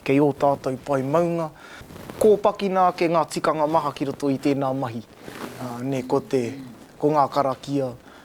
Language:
Māori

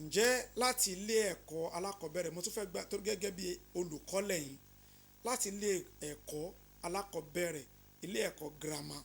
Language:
Yoruba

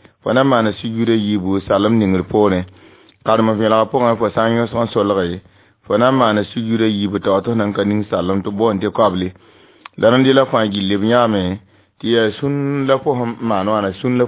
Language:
Mossi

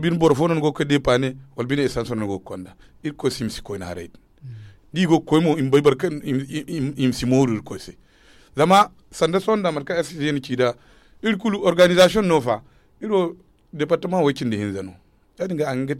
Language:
Zarma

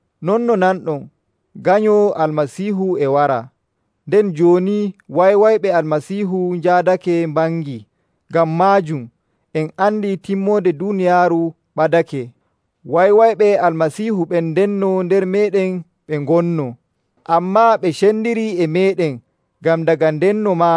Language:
Nigerian Fulfulde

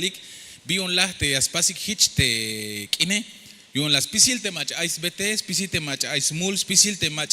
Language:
Tzeltal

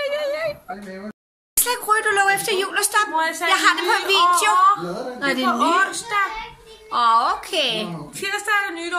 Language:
Danish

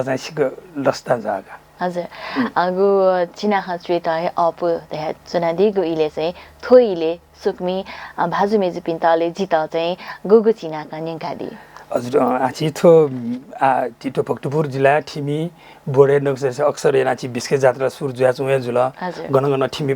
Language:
Newari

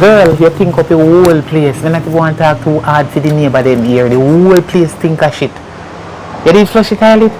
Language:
Jamaican Creole English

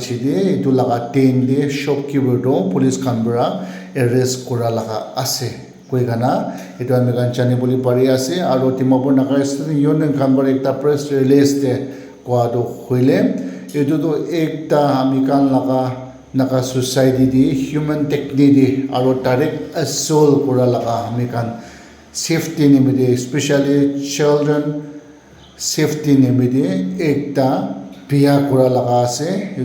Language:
Naga Pidgin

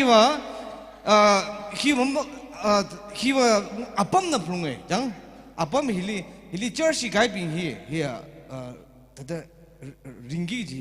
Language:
Tangkhul Naga (India)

